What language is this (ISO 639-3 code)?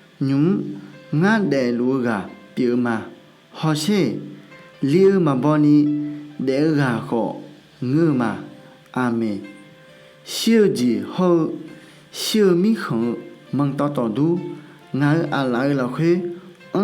ahk